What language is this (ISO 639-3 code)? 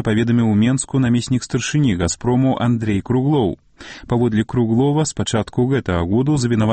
bel